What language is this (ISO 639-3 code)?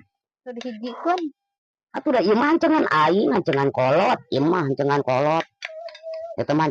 sun